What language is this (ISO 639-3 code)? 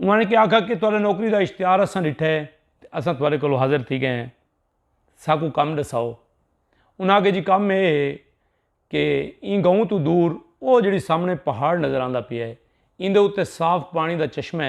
skr